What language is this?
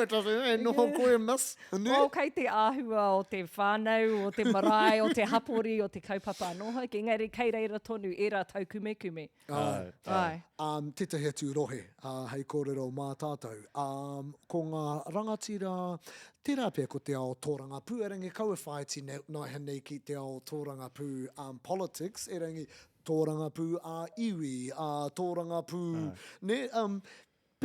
Māori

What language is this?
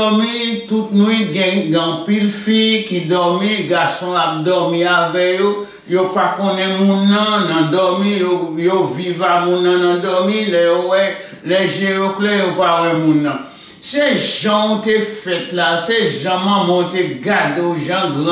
Haitian Creole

